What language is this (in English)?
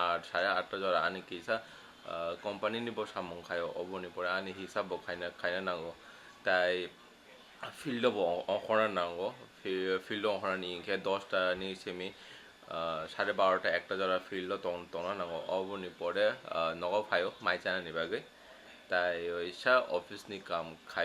Kok Borok